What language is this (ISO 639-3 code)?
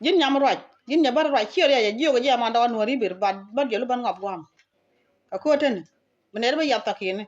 nus